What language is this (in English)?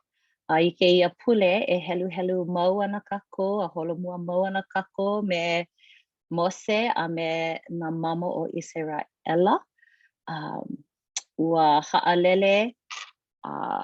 Hawaiian